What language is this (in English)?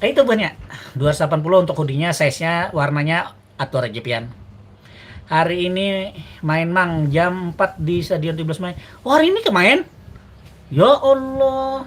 Banjar